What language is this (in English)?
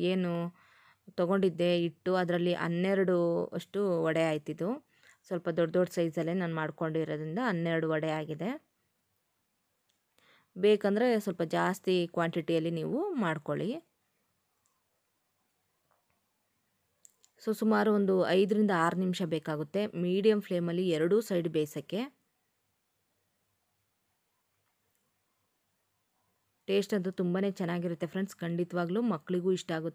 Kannada